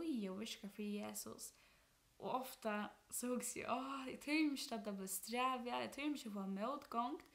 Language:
Faroese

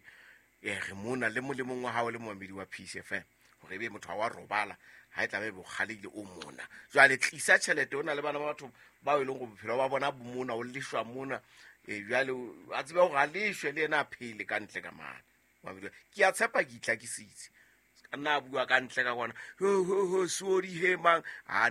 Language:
Southern Sotho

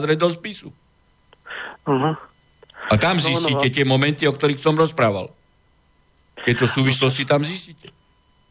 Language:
Slovak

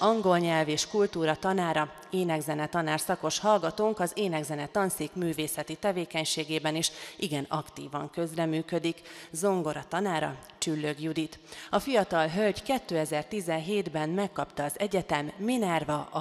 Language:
Hungarian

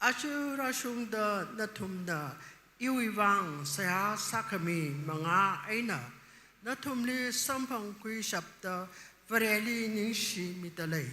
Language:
Tangkhul Naga (India)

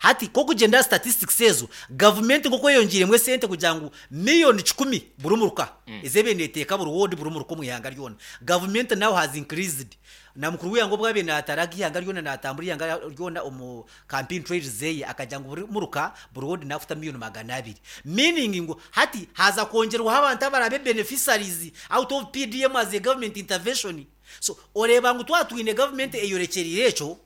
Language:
Nyankole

